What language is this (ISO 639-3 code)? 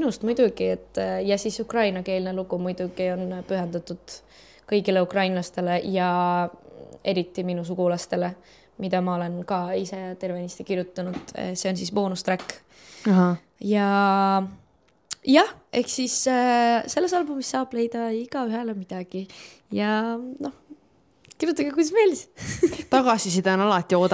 est